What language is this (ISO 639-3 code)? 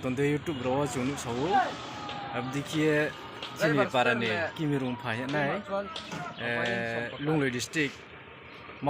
ria